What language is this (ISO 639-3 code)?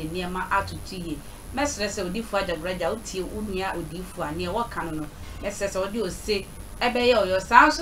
aka